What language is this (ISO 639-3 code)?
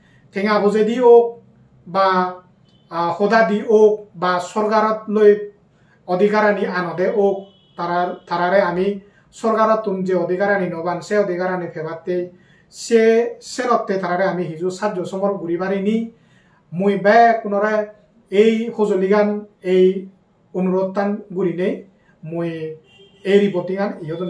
ccp